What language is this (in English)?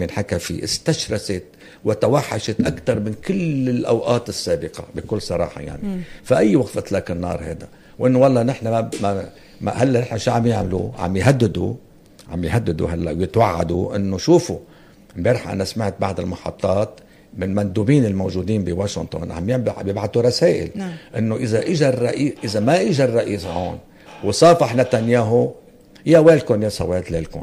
North Levantine Arabic